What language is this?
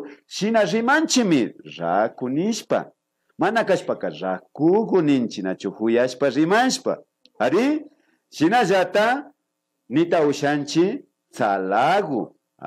Imbabura Highland Quichua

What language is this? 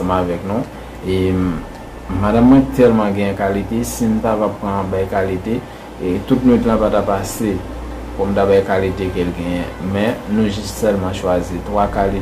Haitian Creole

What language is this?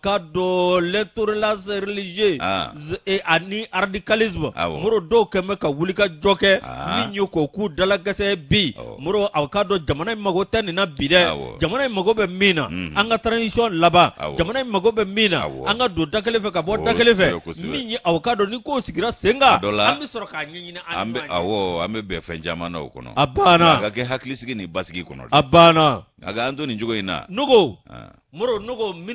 Bambara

